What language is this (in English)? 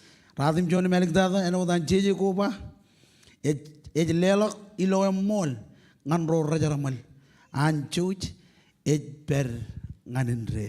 Marshallese